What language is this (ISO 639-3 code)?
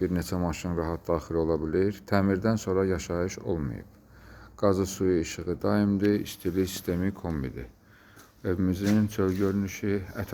aze